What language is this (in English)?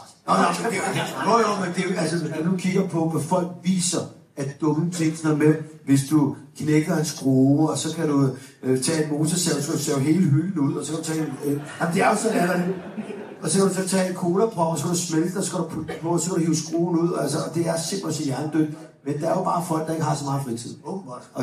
Danish